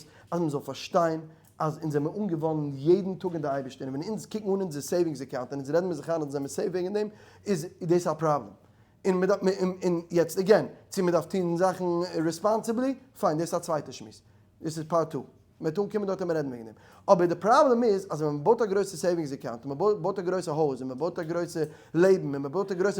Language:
Yiddish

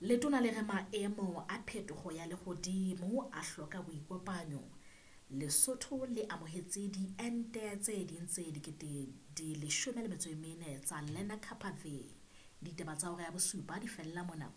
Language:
Southern Sotho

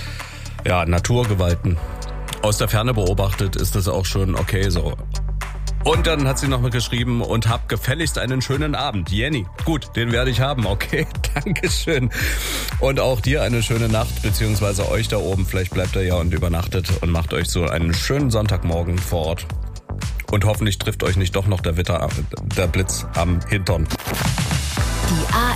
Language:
German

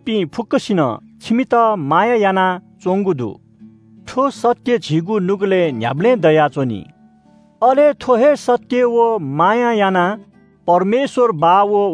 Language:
Newari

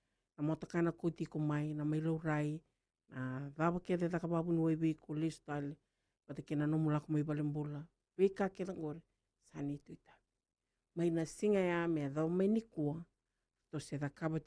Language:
Fijian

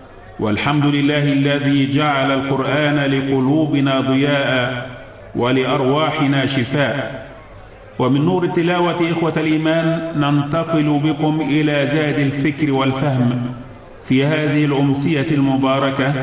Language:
Arabic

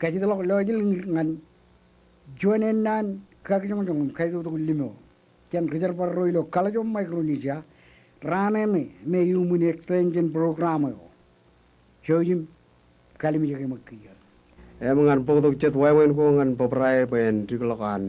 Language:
Marshallese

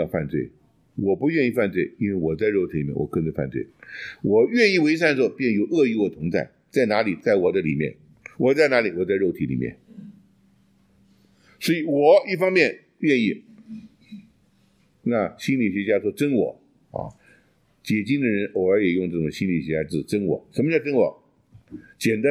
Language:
Chinese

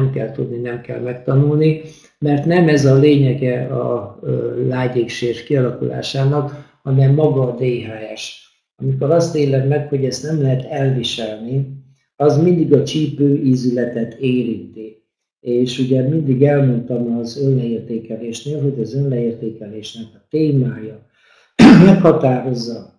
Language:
Hungarian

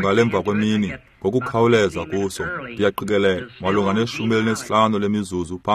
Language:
Xhosa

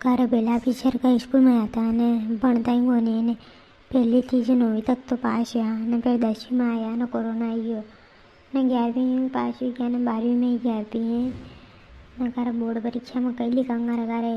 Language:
Rajasthani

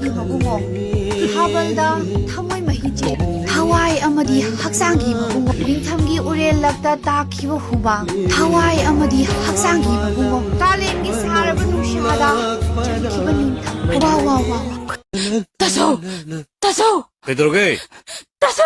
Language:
Manipuri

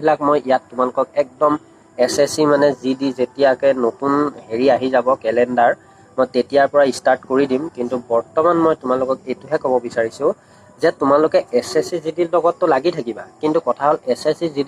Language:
Assamese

